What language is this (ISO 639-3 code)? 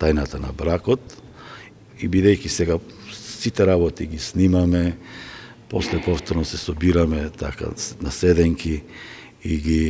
mkd